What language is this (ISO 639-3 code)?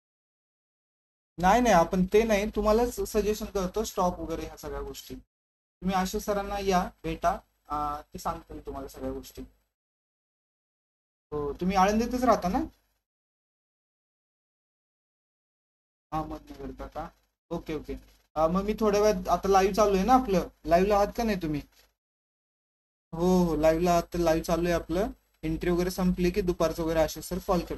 mar